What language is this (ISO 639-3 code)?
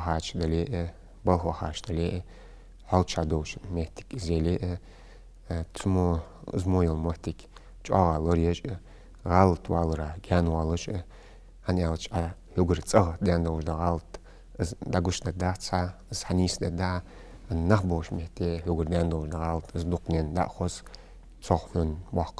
inh